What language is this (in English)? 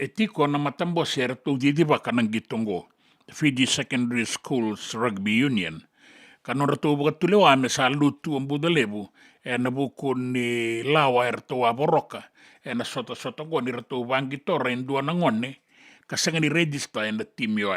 Fijian